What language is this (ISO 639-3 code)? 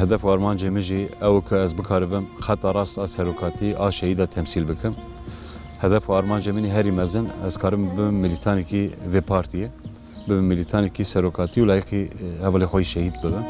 kur